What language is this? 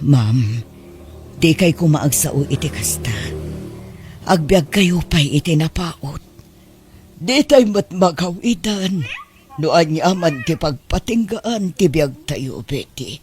Iloko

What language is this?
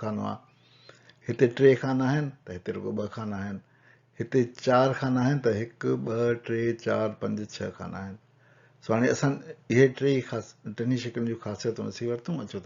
Sindhi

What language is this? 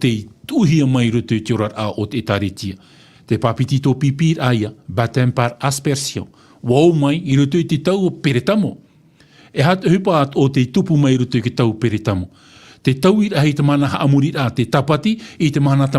Tahitian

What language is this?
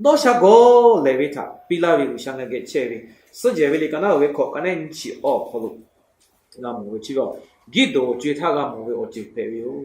Lahu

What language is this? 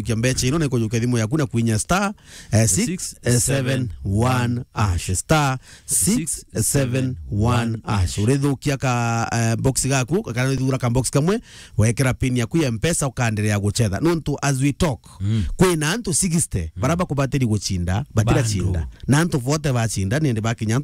Meru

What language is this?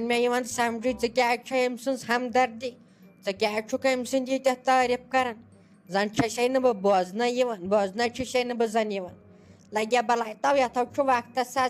Kashmiri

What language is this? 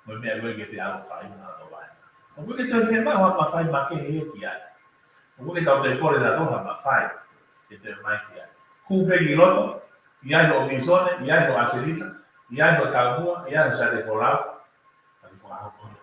Tongan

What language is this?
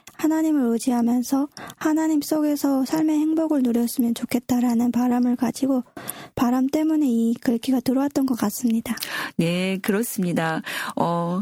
Korean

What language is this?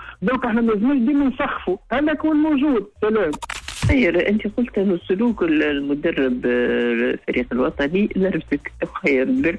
Tunisian Arabic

